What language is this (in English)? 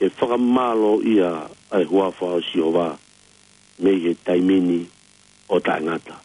Tongan